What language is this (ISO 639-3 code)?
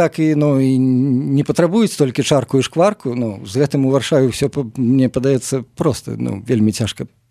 bel